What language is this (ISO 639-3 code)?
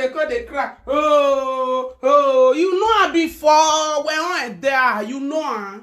pcm